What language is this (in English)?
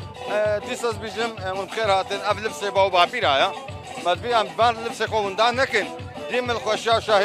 Kurdish